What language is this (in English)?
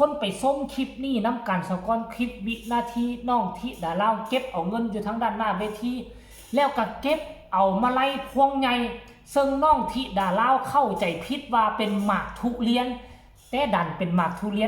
Northeastern Thai